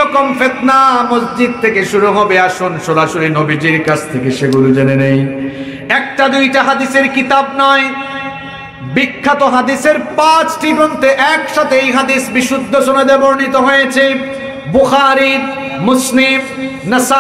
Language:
Bangla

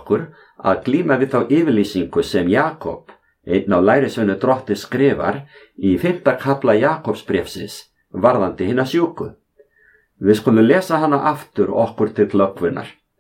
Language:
Icelandic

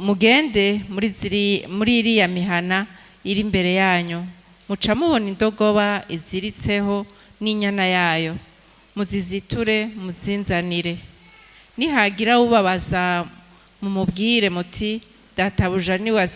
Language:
Rundi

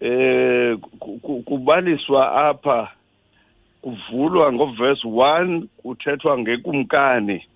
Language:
Xhosa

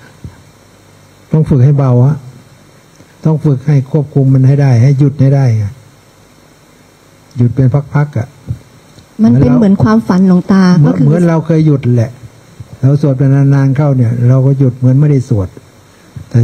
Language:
Thai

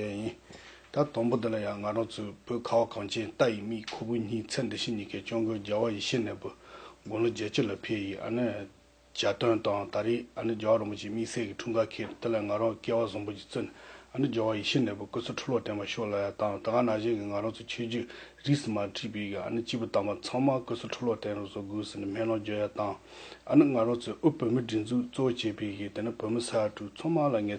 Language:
Tibetan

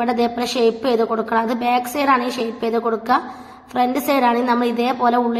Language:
Malayalam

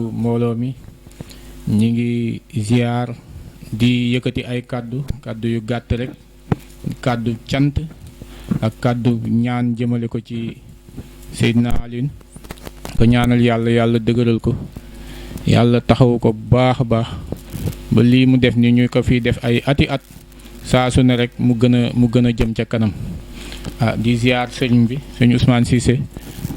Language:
Wolof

